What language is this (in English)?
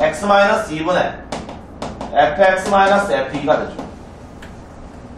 Korean